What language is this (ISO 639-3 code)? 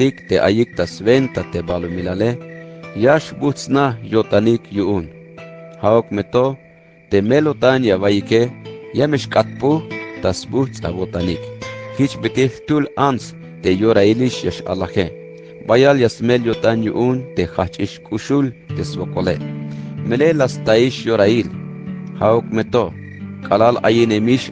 tzh